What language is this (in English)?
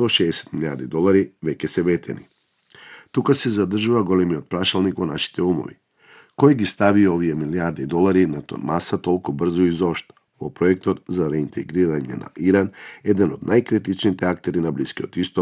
Macedonian